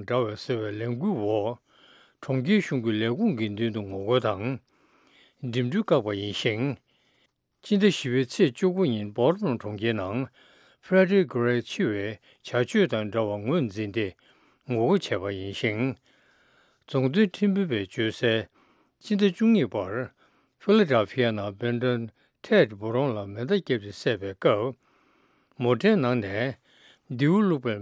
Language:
Tibetan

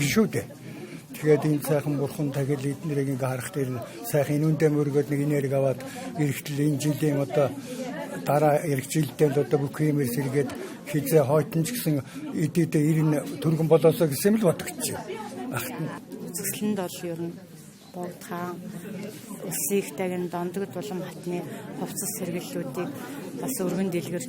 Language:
Mongolian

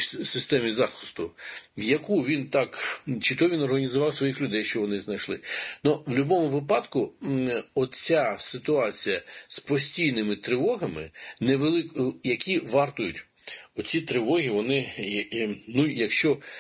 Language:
Ukrainian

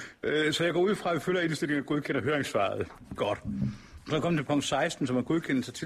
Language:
Danish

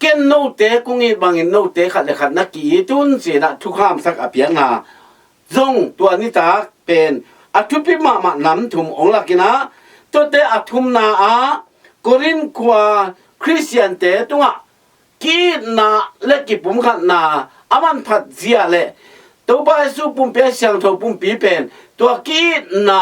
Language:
Tedim Chin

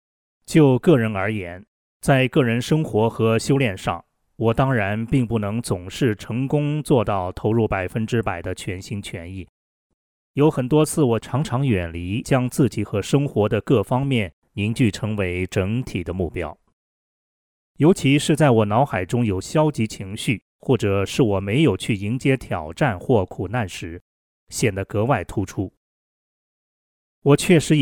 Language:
Chinese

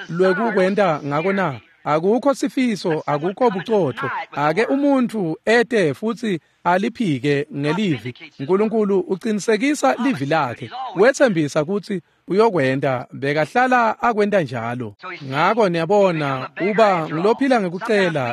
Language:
Swati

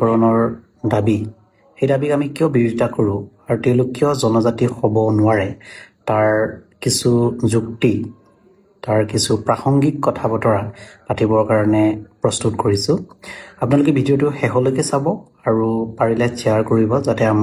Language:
Assamese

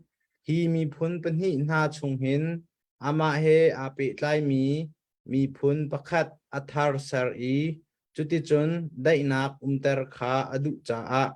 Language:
Hakha Chin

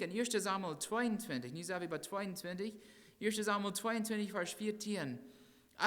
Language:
Plautdietsch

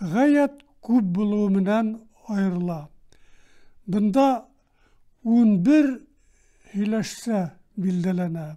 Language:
Bashkir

